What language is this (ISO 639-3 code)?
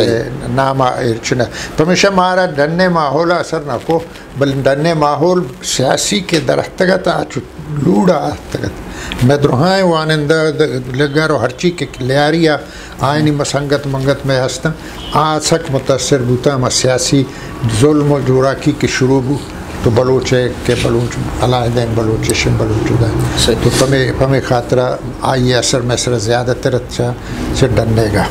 bgp